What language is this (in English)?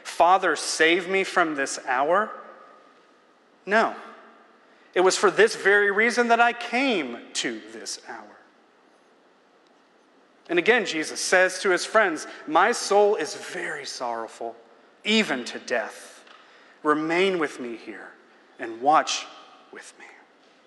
English